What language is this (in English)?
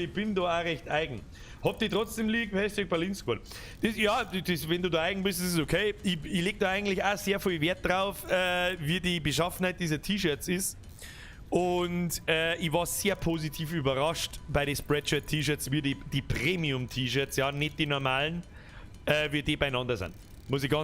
Bavarian